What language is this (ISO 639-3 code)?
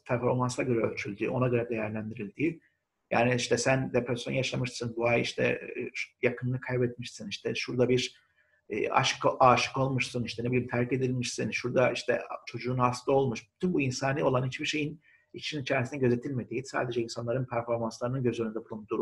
tur